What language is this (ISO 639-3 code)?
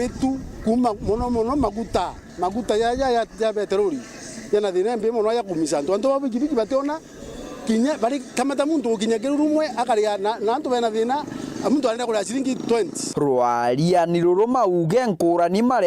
mer